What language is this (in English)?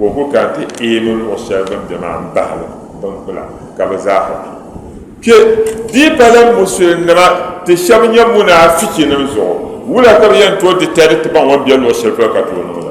Dagbani